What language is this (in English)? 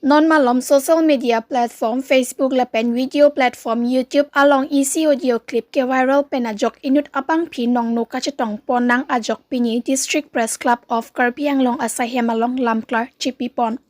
Karbi